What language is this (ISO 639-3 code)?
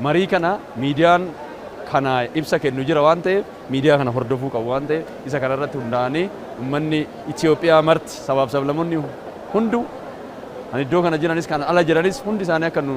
orm